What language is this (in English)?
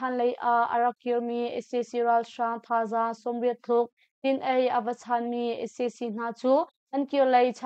Hakha Chin